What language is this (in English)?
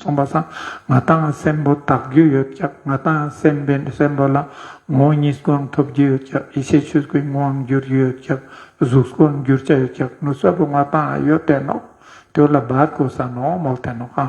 Ladakhi